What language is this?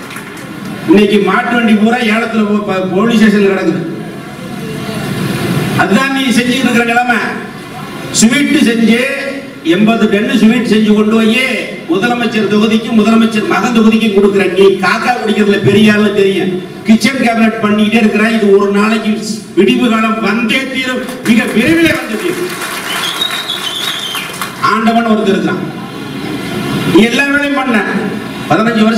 Tamil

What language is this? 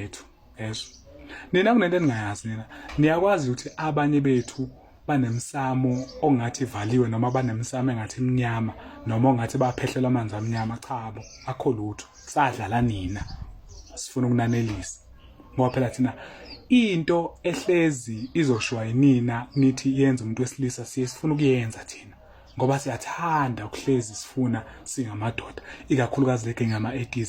Zulu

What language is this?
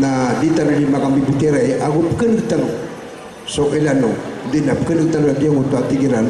Maranao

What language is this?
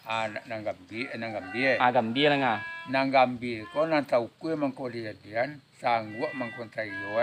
Minangkabau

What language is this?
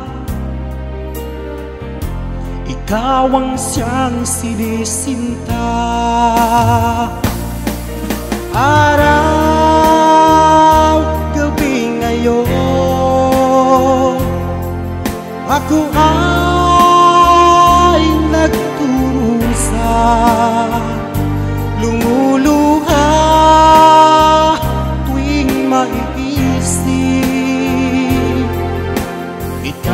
Filipino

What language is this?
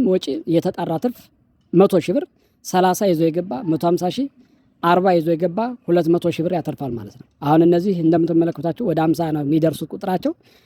Amharic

